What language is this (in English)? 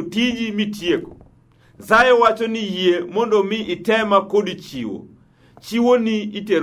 Luo (Kenya and Tanzania)